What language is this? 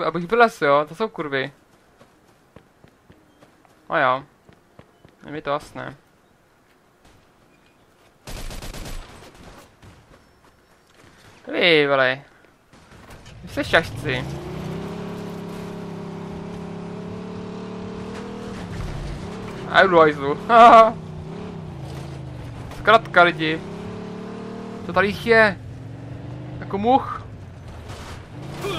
Czech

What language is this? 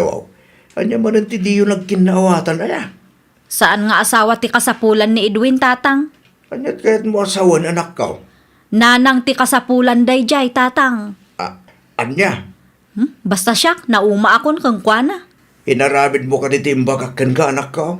Iloko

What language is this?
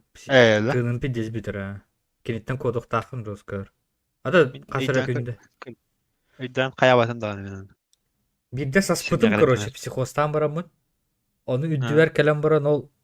Yakut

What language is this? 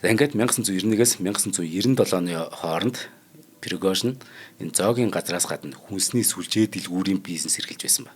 Mongolian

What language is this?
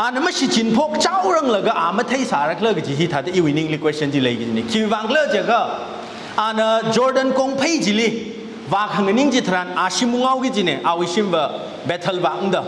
Tangkhul Naga (India)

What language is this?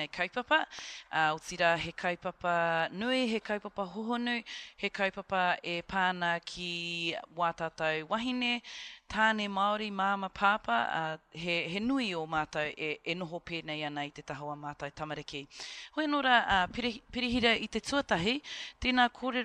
Māori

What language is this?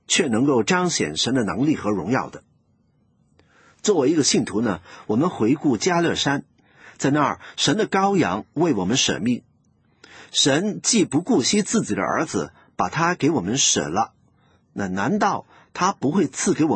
Chinese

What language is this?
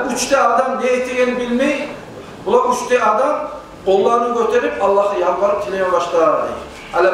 Kumyk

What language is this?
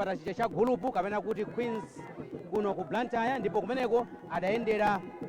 Nyanja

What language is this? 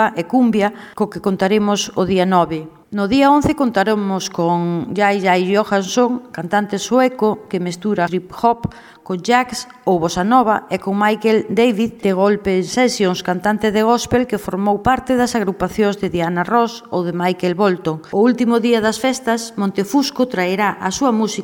Galician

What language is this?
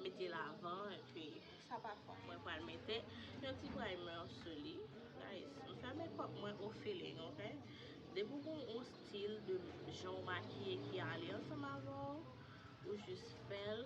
Haitian Creole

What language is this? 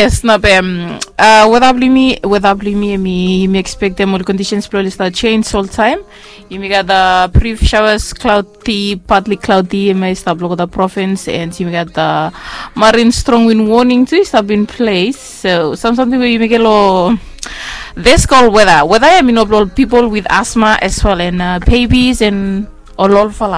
Bislama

